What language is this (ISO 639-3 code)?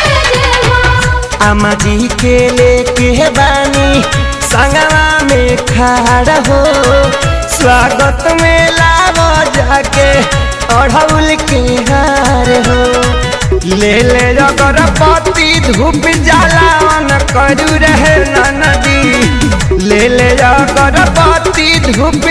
bho